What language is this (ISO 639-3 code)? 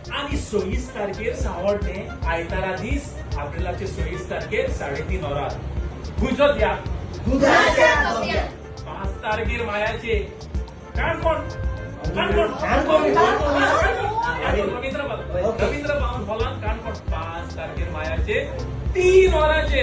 kok